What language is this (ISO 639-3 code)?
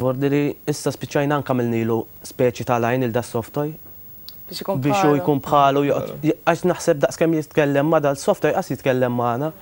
mlt